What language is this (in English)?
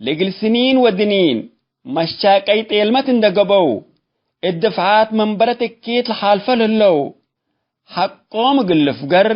Tigre